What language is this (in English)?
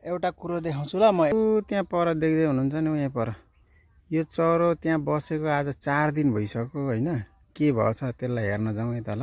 Nepali